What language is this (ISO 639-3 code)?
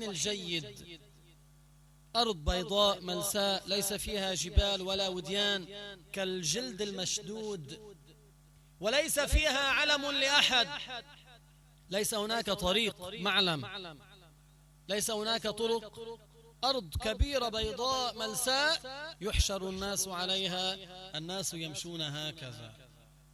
ara